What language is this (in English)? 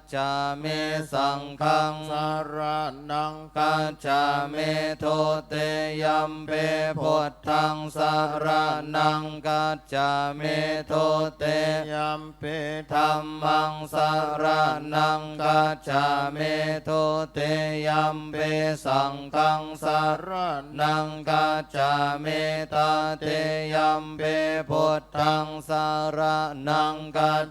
Pali